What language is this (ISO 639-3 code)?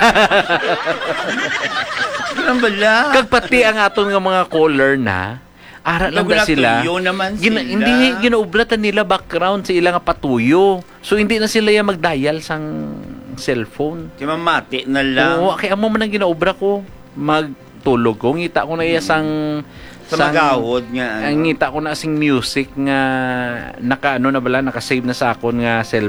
hil